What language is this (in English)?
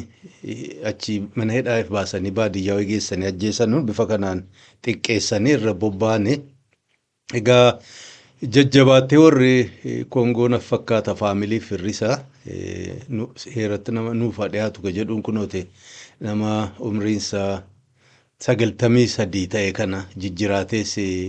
Oromo